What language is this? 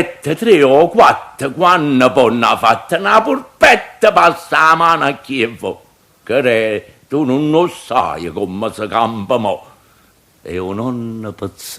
Neapolitan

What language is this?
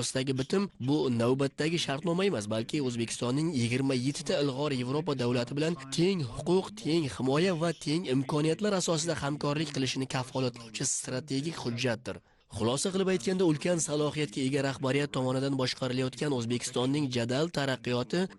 Uzbek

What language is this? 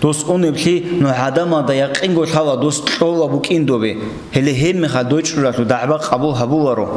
Avaric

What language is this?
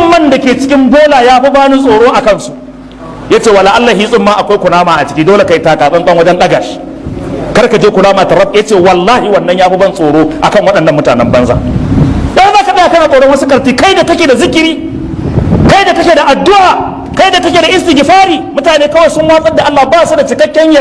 Hausa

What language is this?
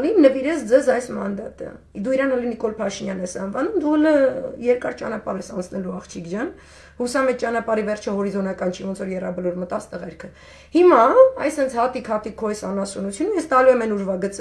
Armenian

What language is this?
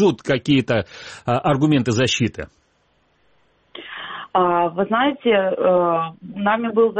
Russian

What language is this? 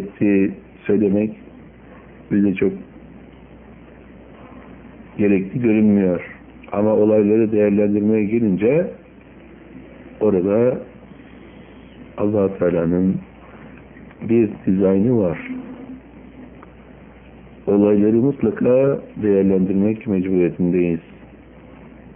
Turkish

